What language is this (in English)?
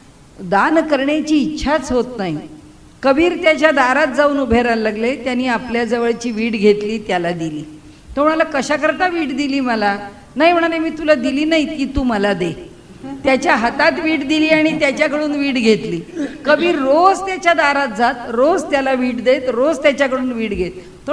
Marathi